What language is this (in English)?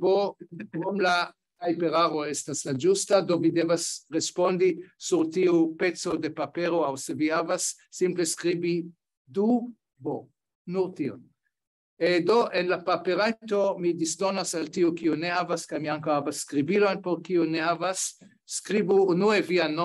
Esperanto